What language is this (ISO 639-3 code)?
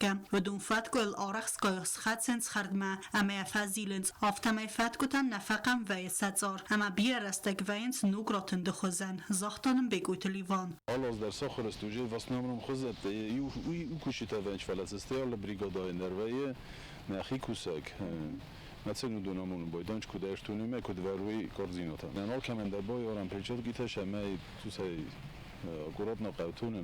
oss